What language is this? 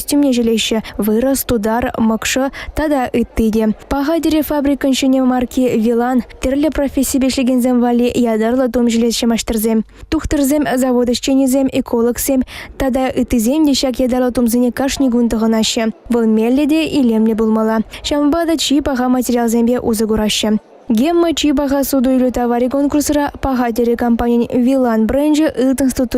Chuvash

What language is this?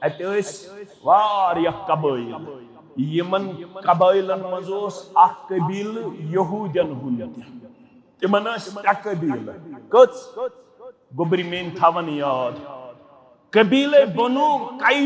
Kashmiri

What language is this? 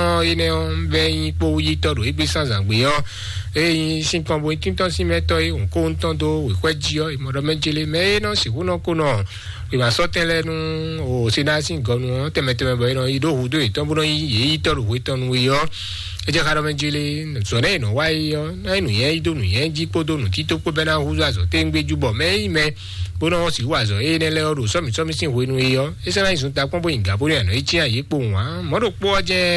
Fon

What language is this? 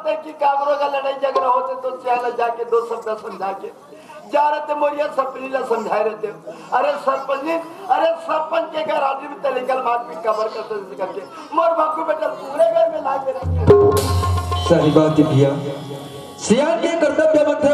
Chhattisgarhi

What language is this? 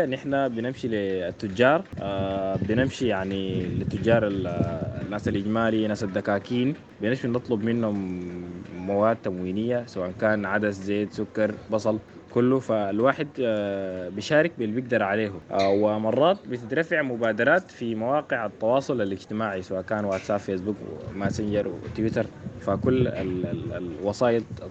Sudanese Arabic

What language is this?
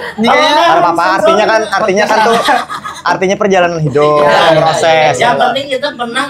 Banjar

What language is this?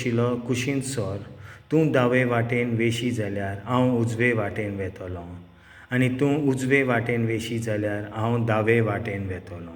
Konkani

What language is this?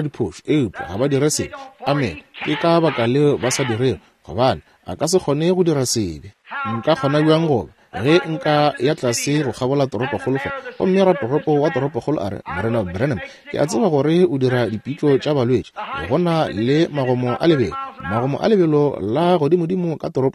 Northern Sotho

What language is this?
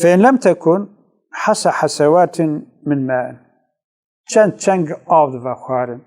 Kurdish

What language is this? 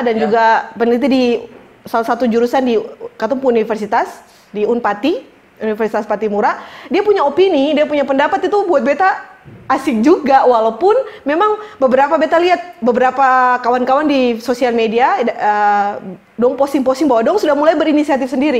Ambonese Malay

